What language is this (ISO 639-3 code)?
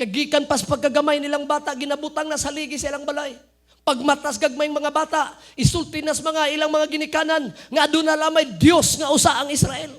ceb